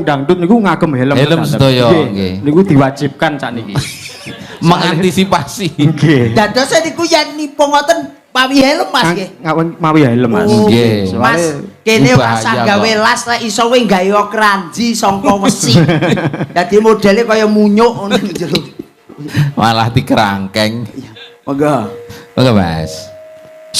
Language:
Javanese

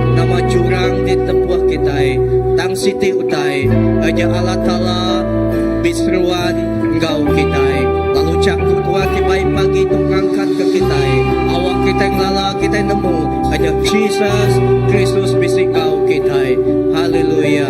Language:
Iban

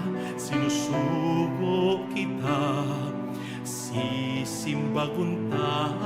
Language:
Bikol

